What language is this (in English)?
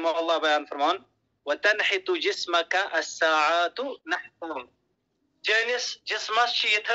Kashmiri